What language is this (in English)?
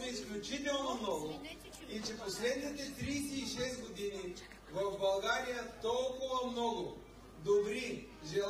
Bulgarian